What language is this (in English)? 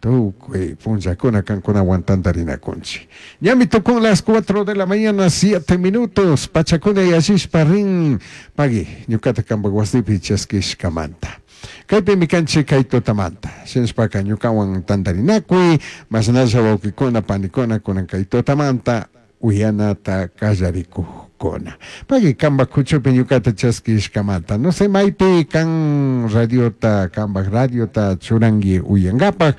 Chimborazo Highland Quichua